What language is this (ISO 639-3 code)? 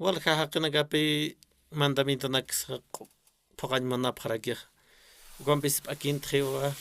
aym